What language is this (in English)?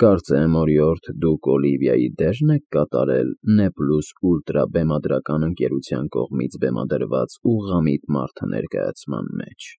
Armenian